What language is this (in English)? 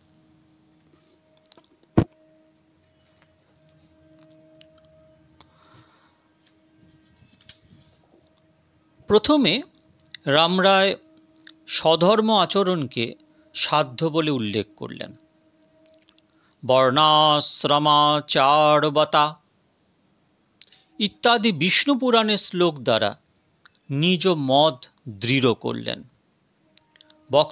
Bangla